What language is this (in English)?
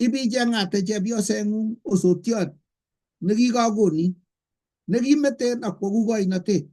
Kalenjin